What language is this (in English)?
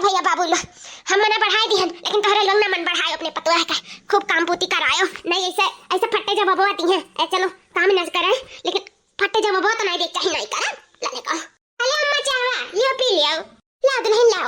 Awadhi